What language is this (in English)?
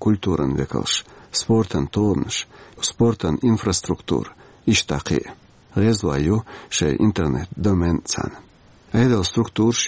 Chechen